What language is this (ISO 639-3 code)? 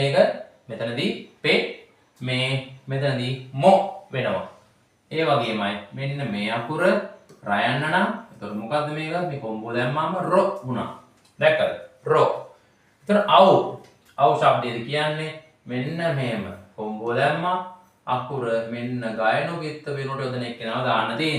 sin